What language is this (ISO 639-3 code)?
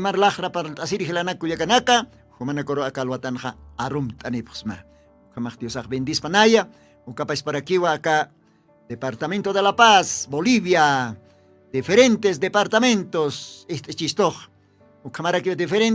aym